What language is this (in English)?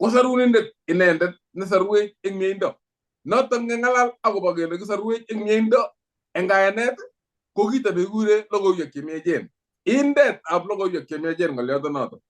Kalenjin